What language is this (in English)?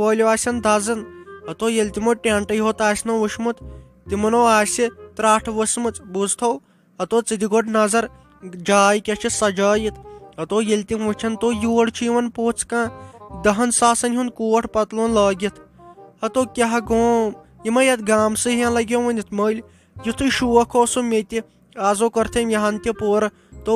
Kashmiri